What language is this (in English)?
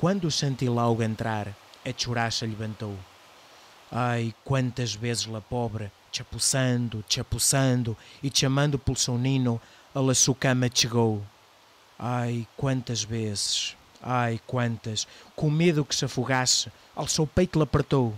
Mirandese